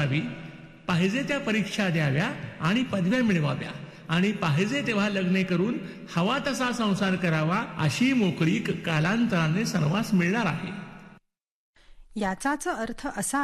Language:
Marathi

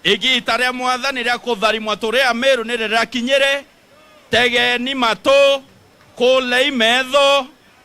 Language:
Meru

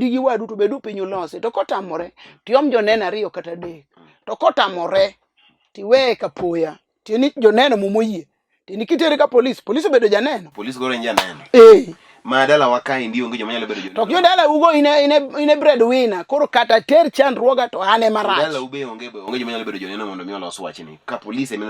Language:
Luo (Kenya and Tanzania)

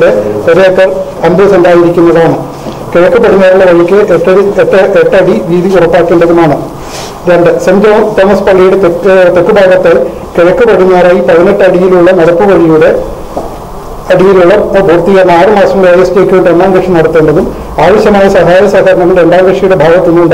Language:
Malayalam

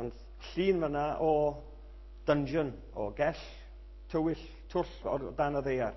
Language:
Welsh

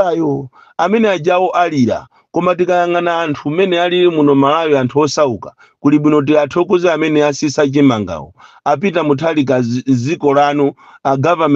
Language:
Nyanja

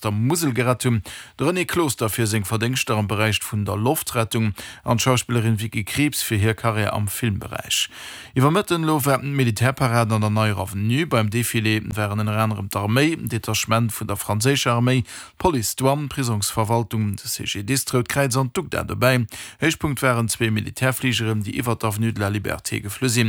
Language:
Luxembourgish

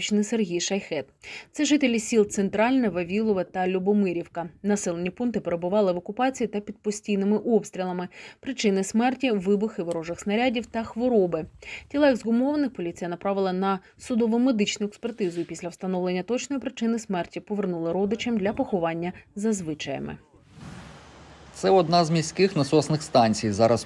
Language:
Ukrainian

